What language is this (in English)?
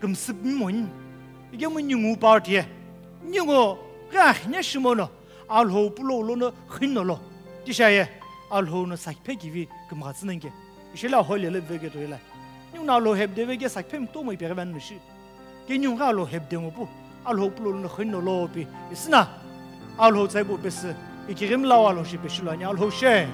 Sumi Naga